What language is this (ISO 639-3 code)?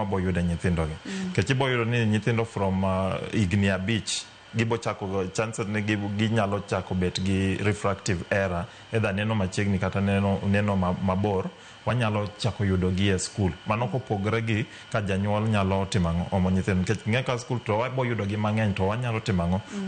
luo